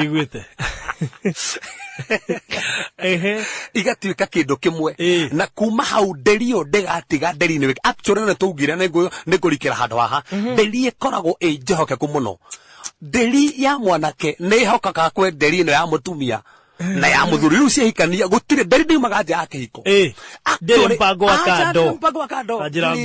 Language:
Kikuyu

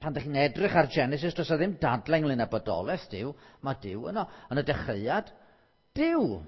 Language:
Welsh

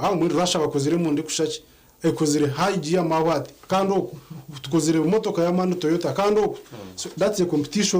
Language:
Nyankole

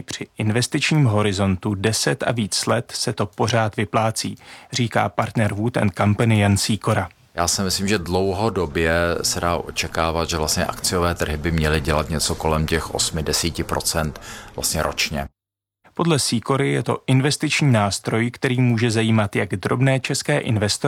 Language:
Czech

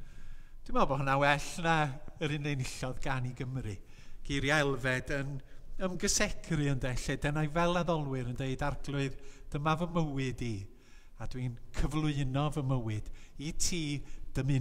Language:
Welsh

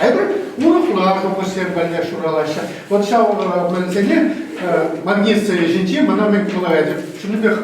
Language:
Chuvash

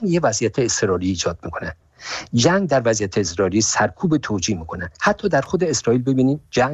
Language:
Persian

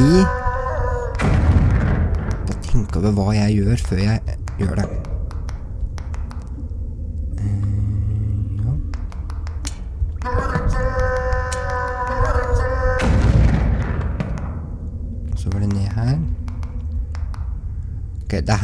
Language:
Norwegian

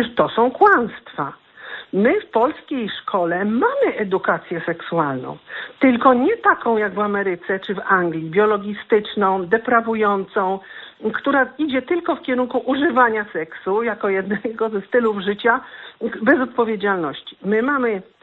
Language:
Polish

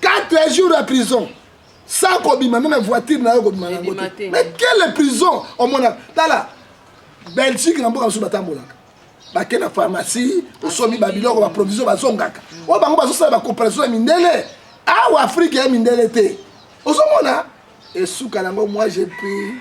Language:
Lingala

